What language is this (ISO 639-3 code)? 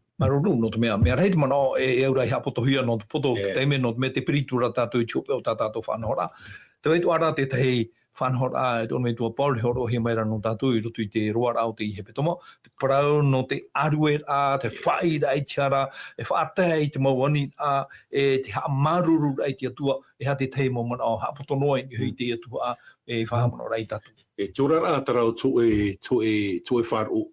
tah